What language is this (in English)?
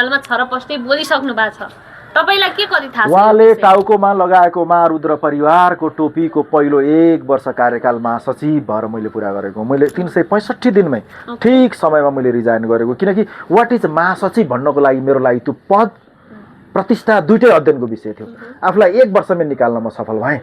Nepali